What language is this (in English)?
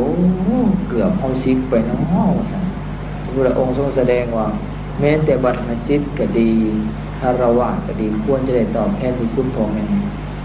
Lao